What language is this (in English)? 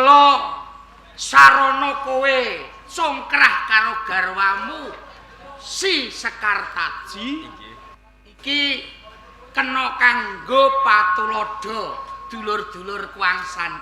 Javanese